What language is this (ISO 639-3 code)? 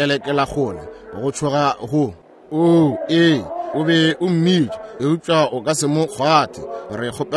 nso